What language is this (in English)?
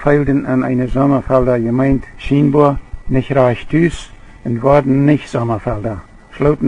Plautdietsch